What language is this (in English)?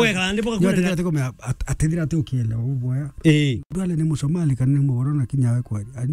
Meru